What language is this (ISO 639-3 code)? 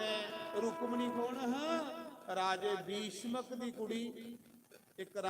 doi